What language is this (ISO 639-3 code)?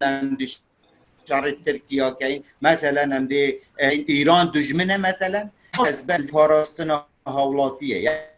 kur